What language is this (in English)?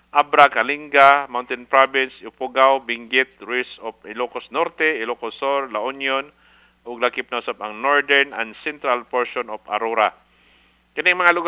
Cebuano